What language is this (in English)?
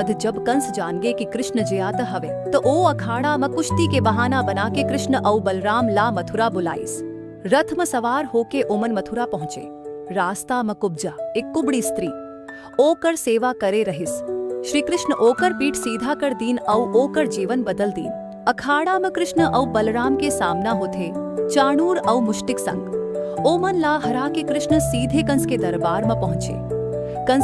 Chhattisgarhi